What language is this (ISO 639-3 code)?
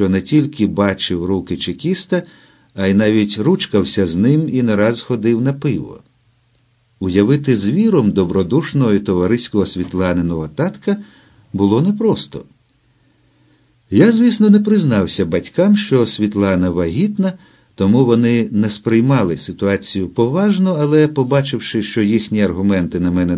ukr